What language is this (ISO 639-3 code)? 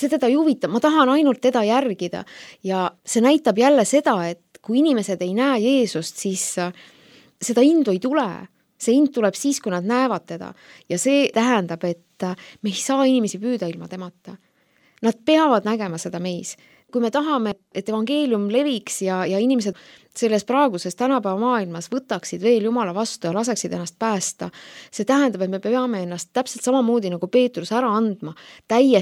est